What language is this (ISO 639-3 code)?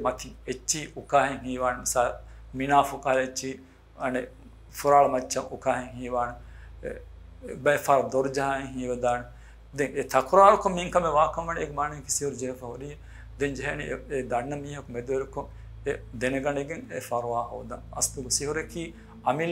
div